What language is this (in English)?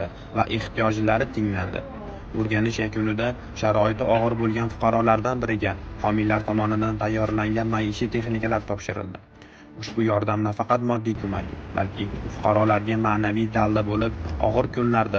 Uzbek